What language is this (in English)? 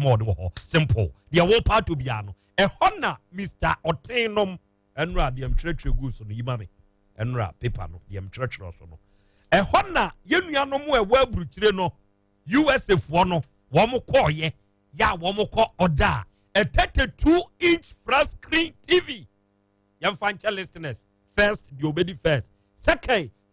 Akan